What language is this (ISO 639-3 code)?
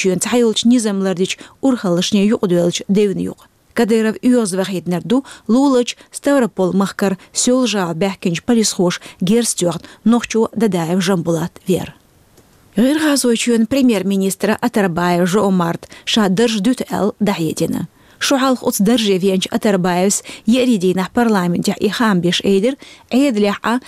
che